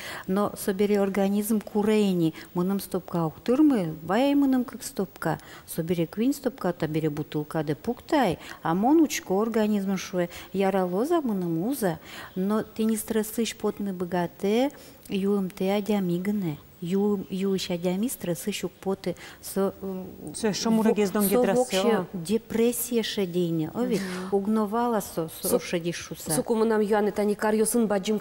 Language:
Udmurt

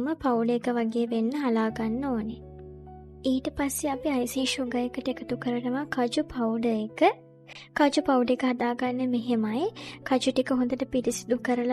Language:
Sinhala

